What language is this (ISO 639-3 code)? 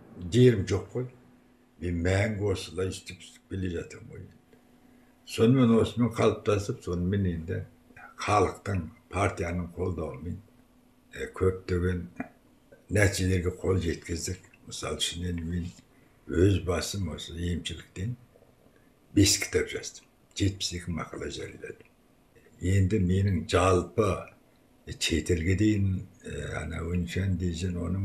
kaz